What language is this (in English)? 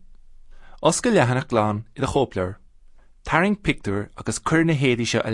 Irish